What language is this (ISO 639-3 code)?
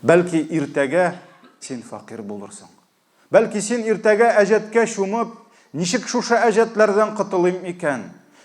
tat